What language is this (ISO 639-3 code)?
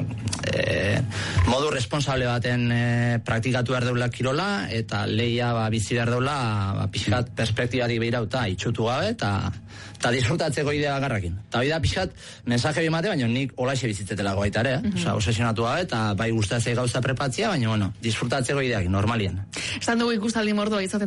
eus